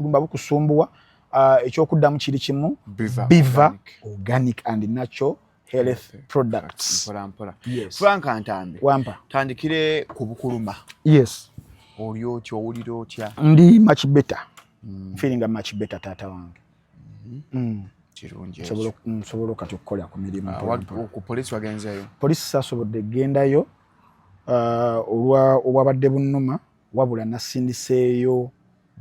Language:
Ganda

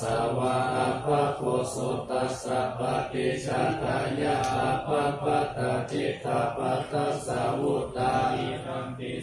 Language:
Pali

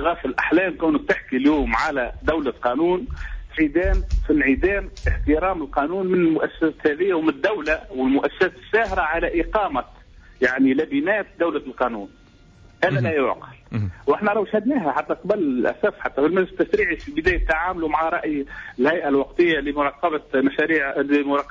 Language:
Tunisian Arabic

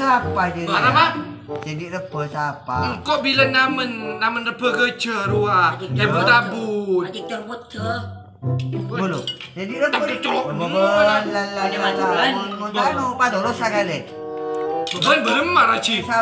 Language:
Madurese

